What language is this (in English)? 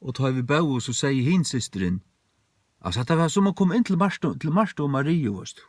Faroese